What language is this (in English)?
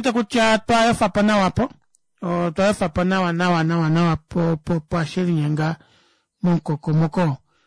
Kuanyama